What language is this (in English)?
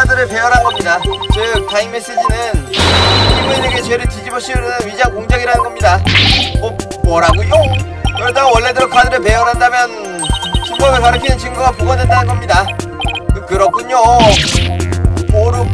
Korean